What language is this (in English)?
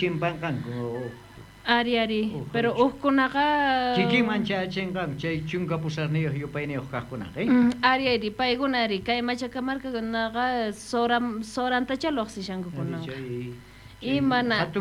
South Bolivian Quechua